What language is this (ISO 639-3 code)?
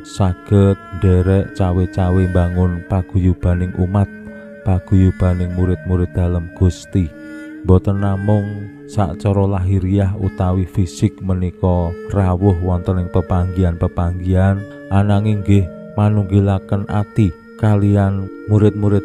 jav